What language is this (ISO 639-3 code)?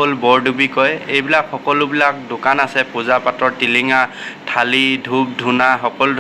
asm